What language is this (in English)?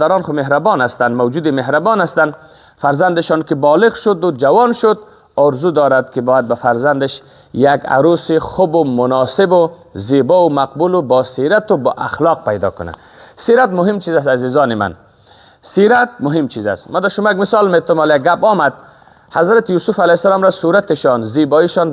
Persian